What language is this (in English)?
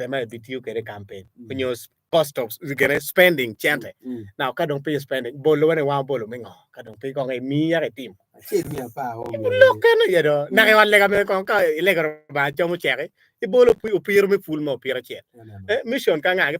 Acoli